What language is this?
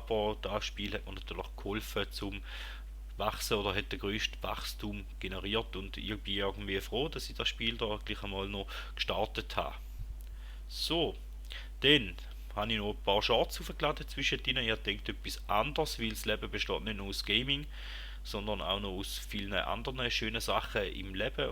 Swiss German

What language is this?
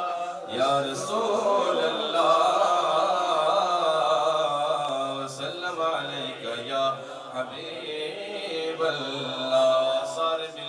Urdu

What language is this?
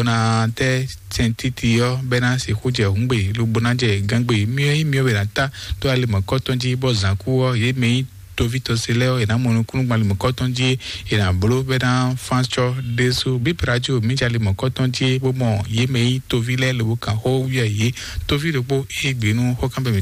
Fon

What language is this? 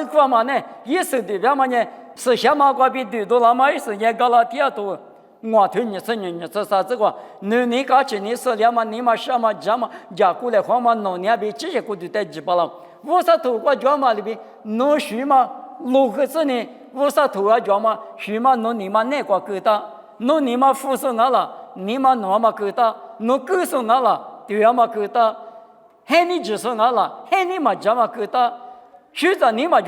Lisu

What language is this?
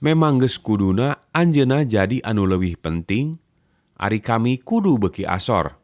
Sundanese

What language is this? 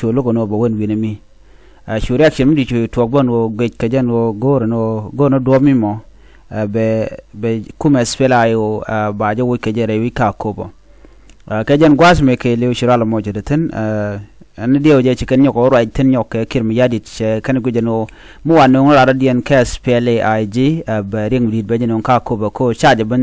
Nuer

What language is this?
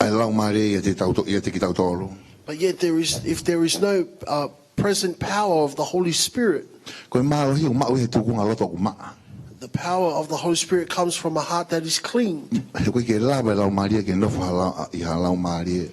Tongan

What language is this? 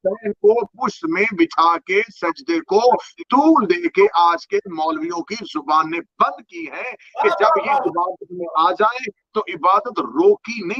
Urdu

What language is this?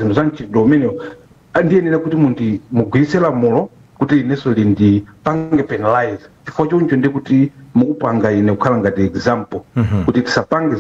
Nyanja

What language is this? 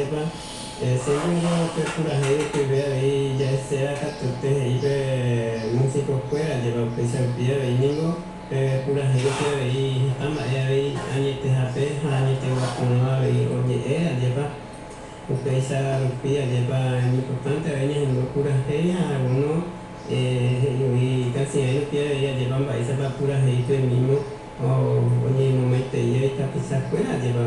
Guarani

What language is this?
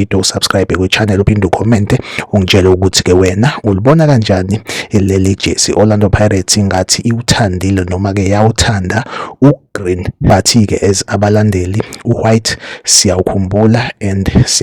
Zulu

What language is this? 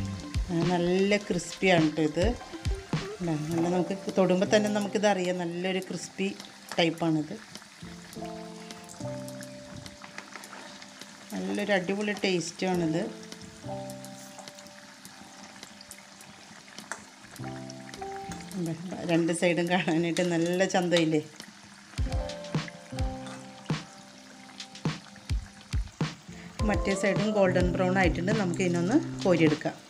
Malayalam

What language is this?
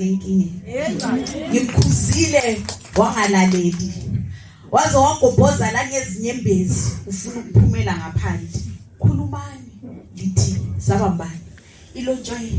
North Ndebele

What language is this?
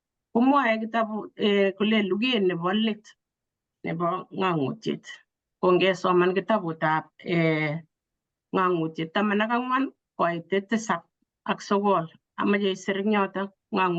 Kalenjin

